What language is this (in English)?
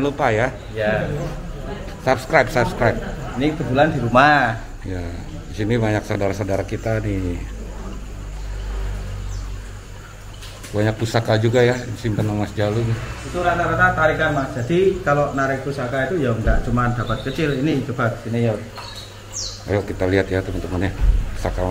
Indonesian